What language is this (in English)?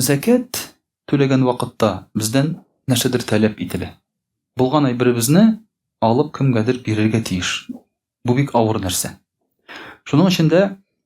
Tatar